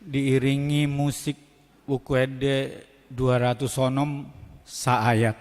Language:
Batak Toba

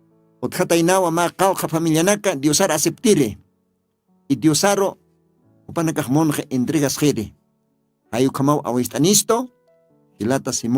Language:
Aymara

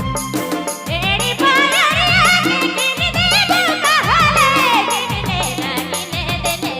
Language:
Sadri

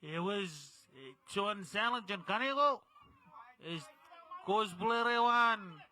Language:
Marshallese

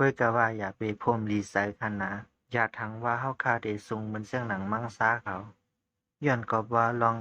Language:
Shan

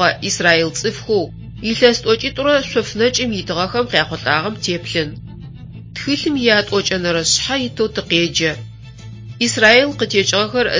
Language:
Adyghe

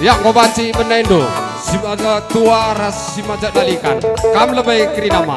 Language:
Batak Karo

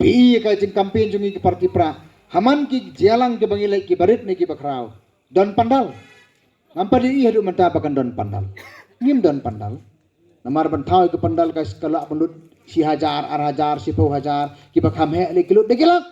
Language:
Khasi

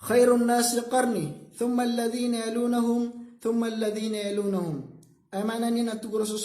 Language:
Maranao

